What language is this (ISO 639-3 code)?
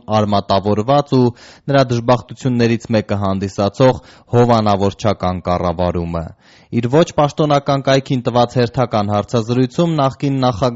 hye